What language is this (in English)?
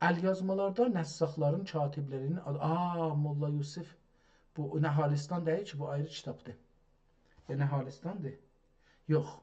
South Azerbaijani